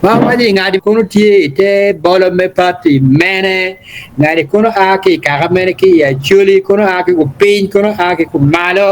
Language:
Acoli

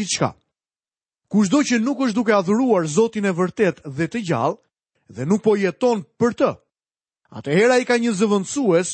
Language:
Albanian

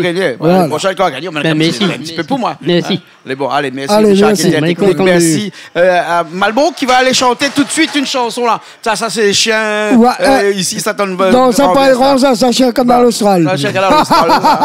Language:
Réunion Creole French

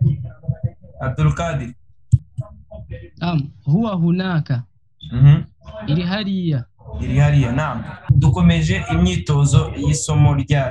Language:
Kinyarwanda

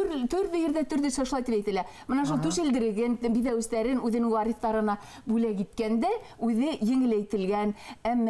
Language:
Bashkir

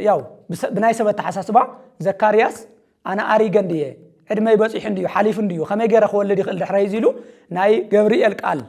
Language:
Tigrinya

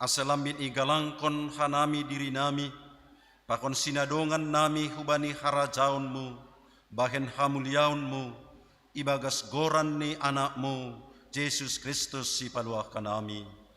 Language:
Batak Simalungun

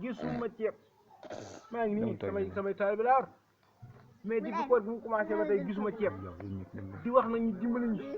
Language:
Wolof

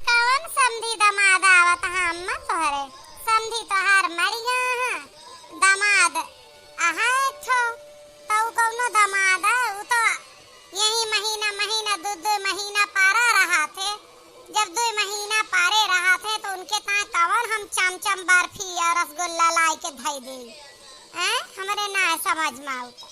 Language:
Awadhi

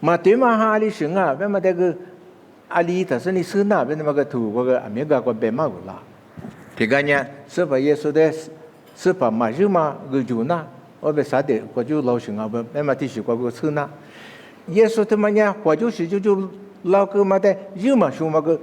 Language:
Lisu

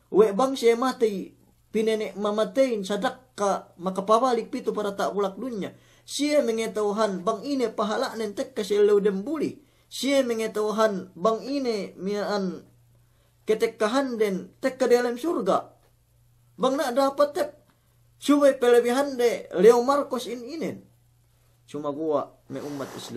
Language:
Yakan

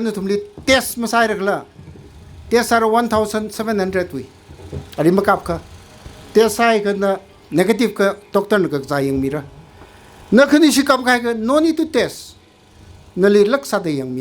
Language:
Tangkhul Naga (India)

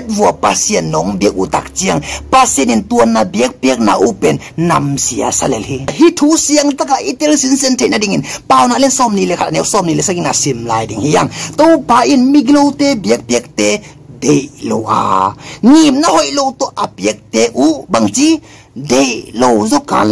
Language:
Tedim Chin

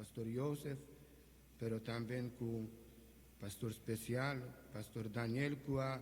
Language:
Papiamento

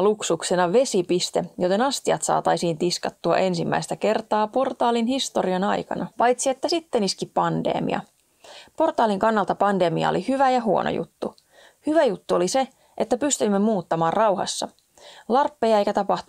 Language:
Finnish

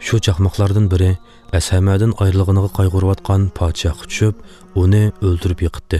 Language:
Uyghur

